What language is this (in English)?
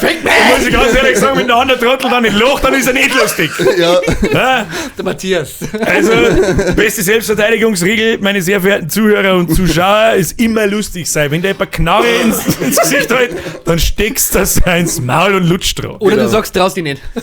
Bavarian